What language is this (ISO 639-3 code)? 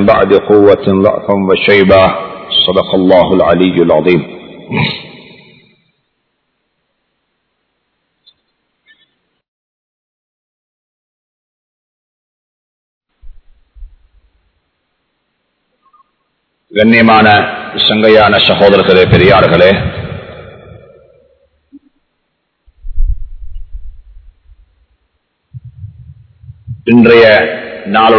tam